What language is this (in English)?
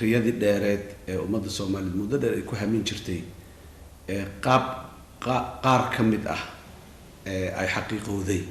Somali